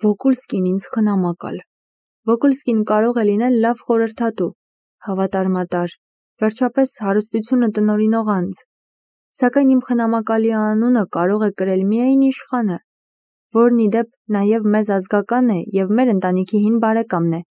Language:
Armenian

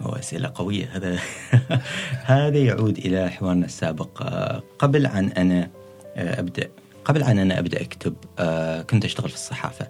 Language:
Gulf Arabic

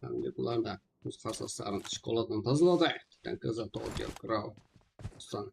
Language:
Kara-Kalpak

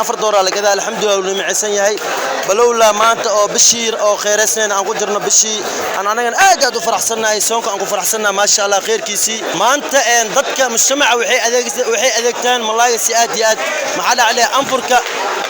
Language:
Somali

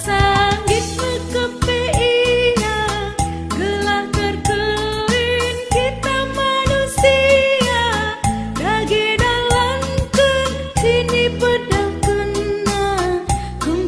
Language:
Batak Karo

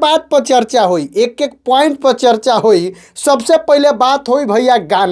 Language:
Bhojpuri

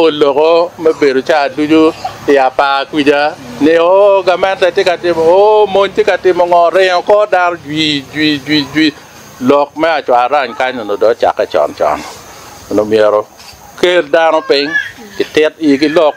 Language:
Acoli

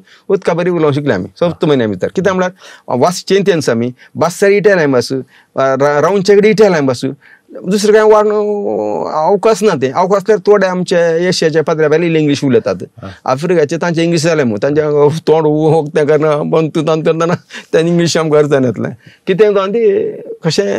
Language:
Konkani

